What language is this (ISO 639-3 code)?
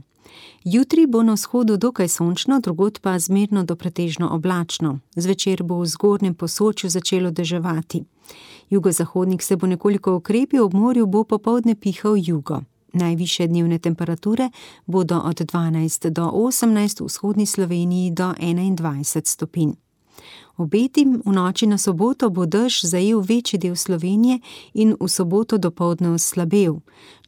slv